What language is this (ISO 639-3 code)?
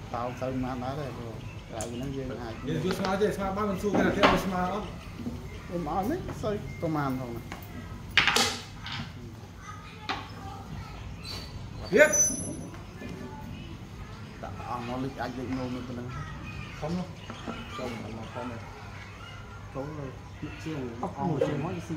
vie